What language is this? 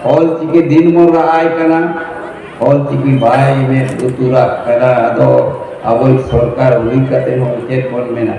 Santali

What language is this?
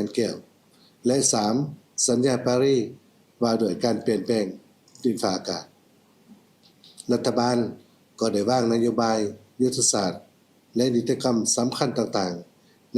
Lao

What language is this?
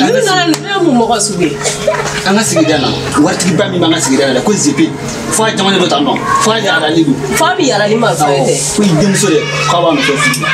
Bambara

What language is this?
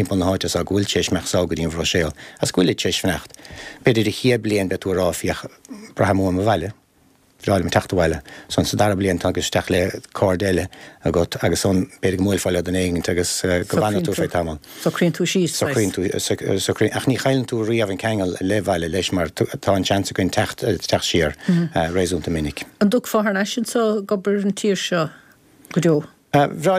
Irish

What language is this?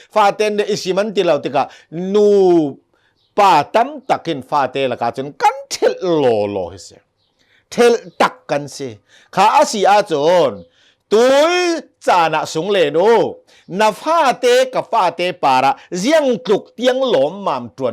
Hakha Chin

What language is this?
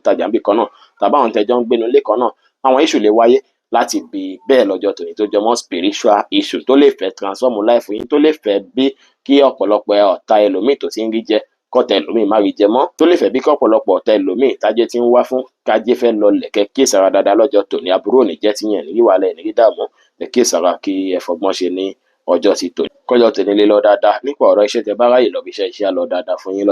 Yoruba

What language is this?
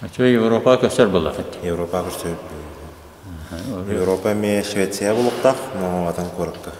Yakut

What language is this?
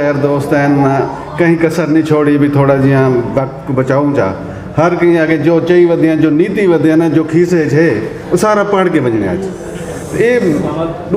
Saraiki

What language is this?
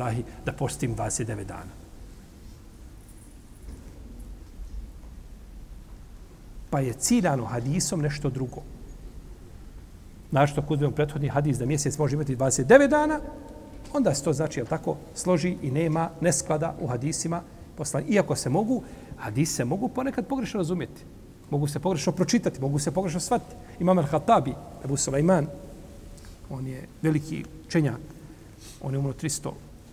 Bosnian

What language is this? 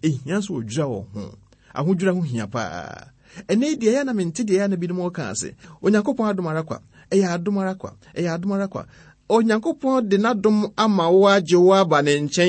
Akan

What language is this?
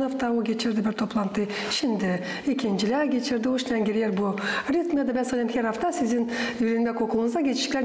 Gagauz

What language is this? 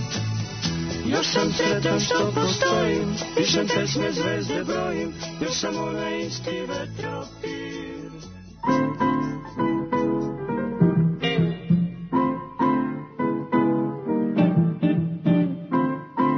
Serbian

